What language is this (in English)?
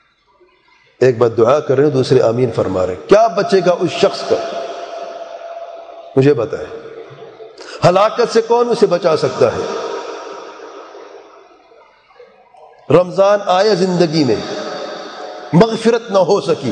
Urdu